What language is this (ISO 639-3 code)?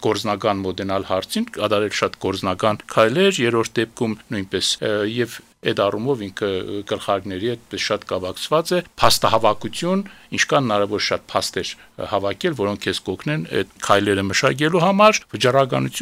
hye